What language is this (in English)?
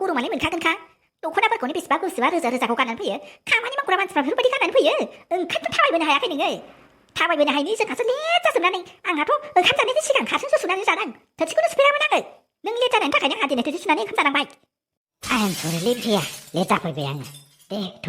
Bodo